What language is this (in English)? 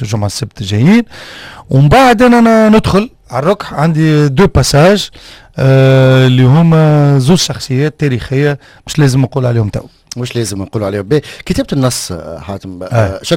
Tunisian Arabic